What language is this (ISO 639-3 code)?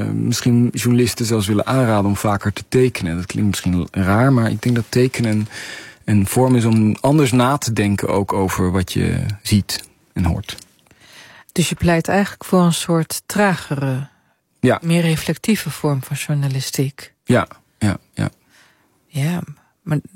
nld